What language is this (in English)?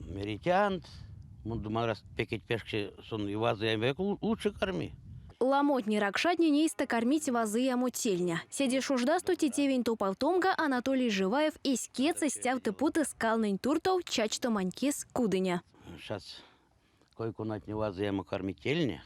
Erzya